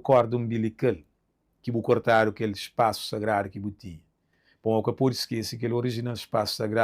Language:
Kabuverdianu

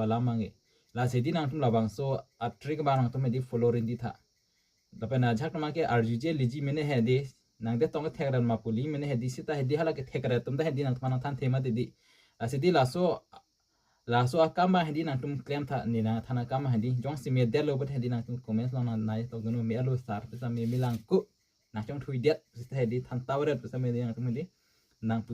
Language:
Karbi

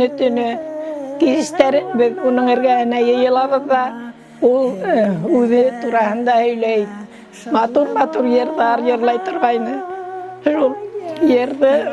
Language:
Bashkir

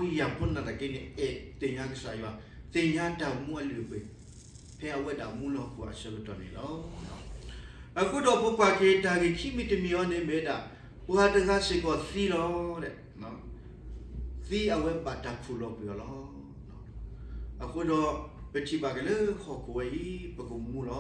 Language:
S'gaw Karen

